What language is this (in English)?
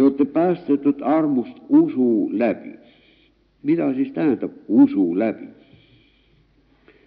Estonian